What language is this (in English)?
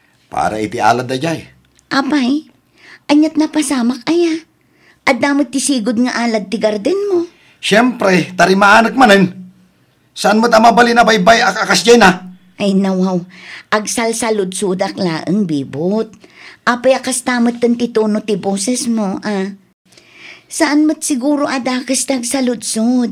Iloko